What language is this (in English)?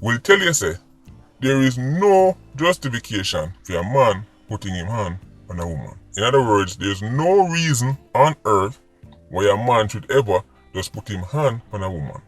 Jamaican Creole English